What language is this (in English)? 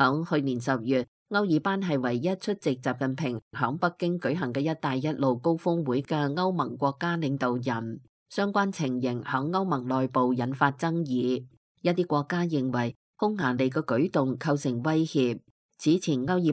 Cantonese